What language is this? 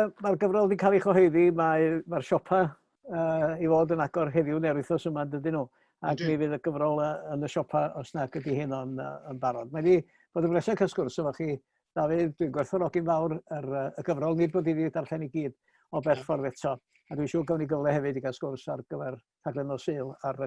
Welsh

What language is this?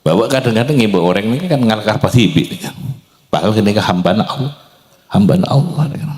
Madurese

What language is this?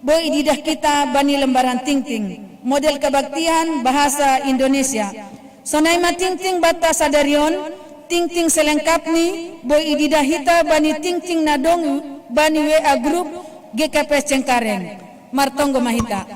Batak Simalungun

